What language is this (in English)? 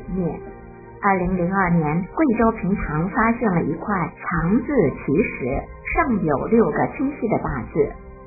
Chinese